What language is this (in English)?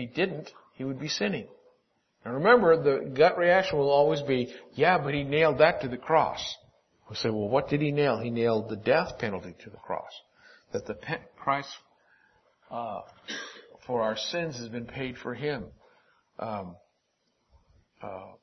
English